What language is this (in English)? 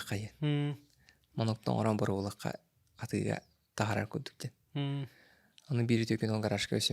Yakut